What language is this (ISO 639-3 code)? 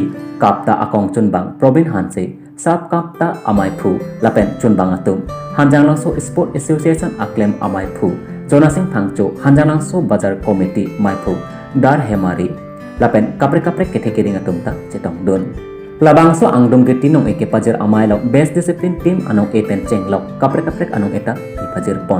mjw